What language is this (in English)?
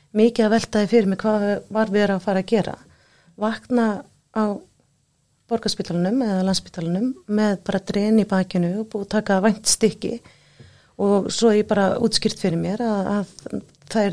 Icelandic